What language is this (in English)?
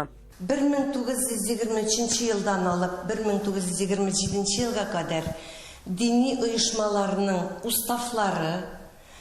Tatar